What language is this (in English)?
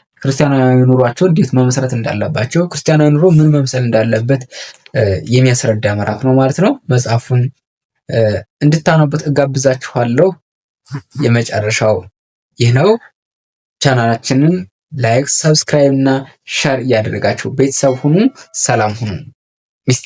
Amharic